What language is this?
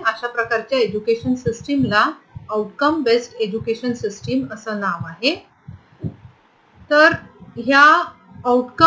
Marathi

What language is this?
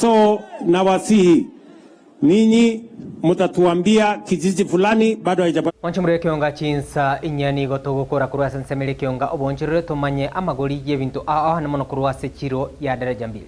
Gusii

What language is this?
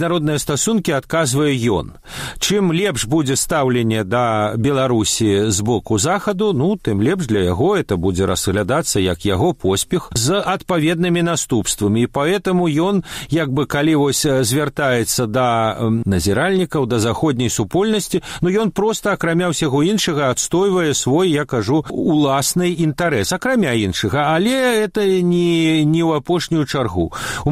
Belarusian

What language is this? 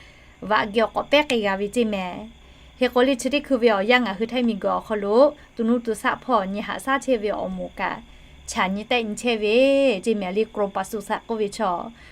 Lahu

